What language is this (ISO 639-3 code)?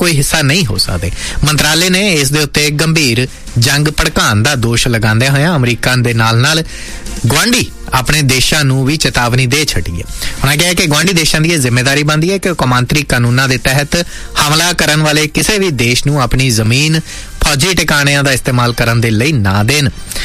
pan